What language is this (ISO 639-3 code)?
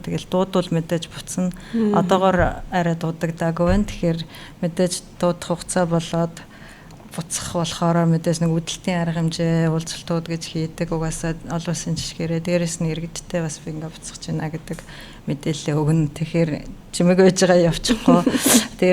mon